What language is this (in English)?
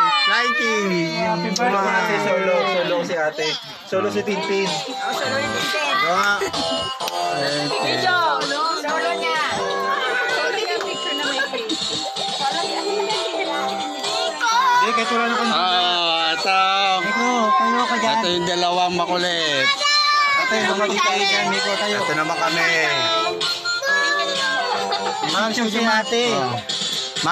Filipino